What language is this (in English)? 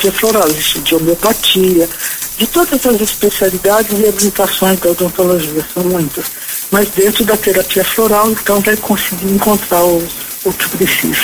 Portuguese